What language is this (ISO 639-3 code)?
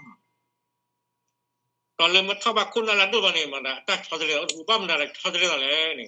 ksw